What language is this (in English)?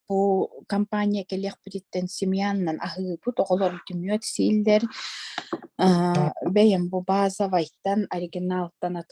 Yakut